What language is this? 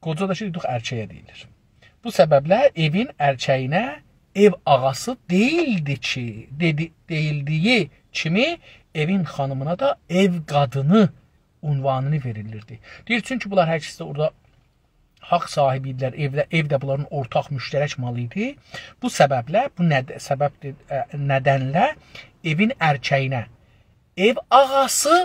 South Azerbaijani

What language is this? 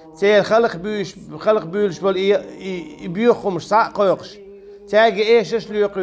Chechen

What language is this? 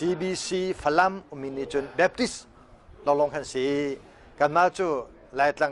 Hakha Chin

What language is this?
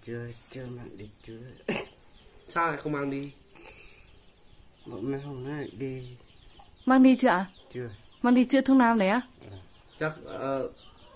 Vietnamese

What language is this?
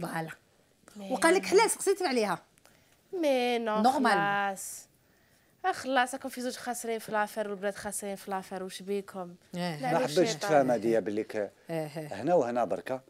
Algerian Arabic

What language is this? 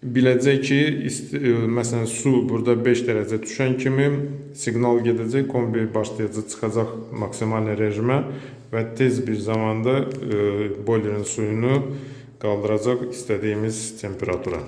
Azerbaijani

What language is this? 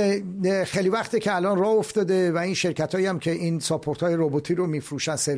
Persian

